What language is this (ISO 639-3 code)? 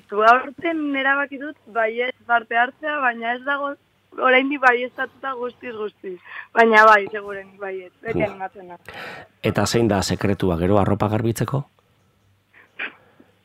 eus